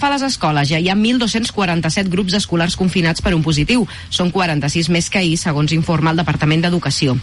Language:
Catalan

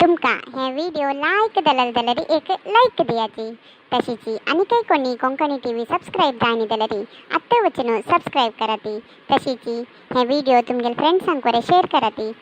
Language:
Konkani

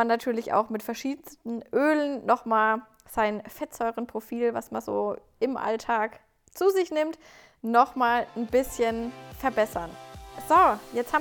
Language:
German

